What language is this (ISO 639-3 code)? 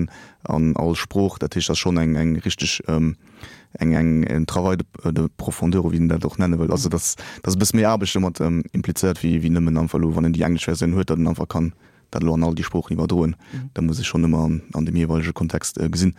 ltz